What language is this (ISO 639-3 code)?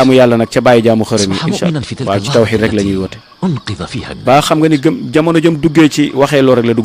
wol